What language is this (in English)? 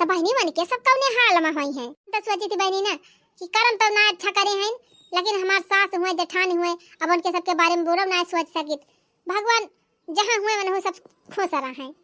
Awadhi